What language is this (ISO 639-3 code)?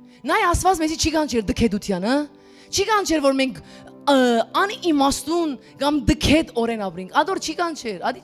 hyw